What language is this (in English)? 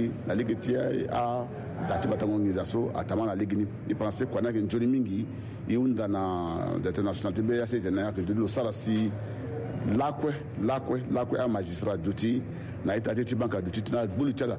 Sango